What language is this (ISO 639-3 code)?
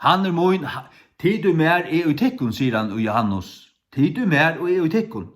fao